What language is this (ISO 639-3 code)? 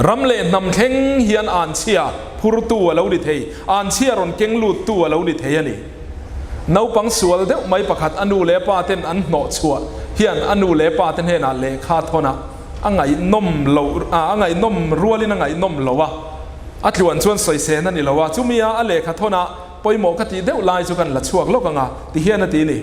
lus